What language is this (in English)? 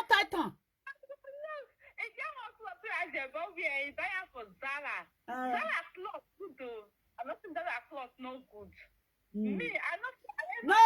Nigerian Pidgin